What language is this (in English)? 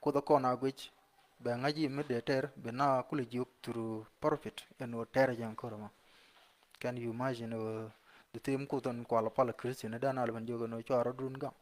Nuer